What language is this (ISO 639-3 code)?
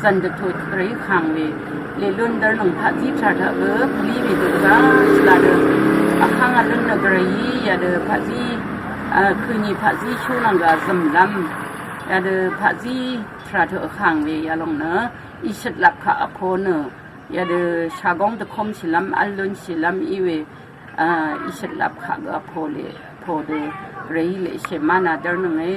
raw